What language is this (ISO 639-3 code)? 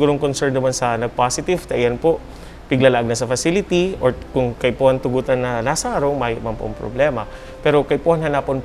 bik